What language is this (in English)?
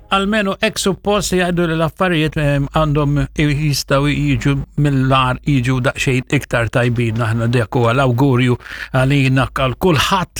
Maltese